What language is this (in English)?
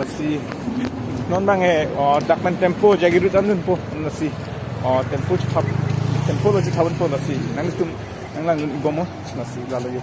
Karbi